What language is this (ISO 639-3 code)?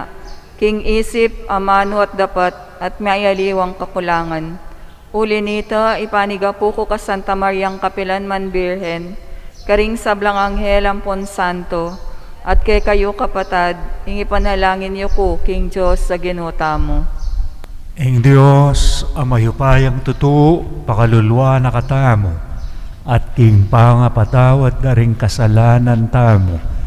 pam